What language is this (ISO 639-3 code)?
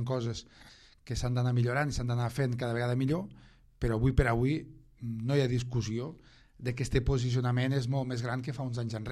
cat